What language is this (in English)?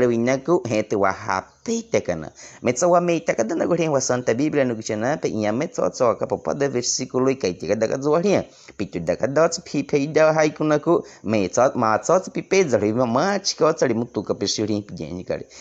Baniwa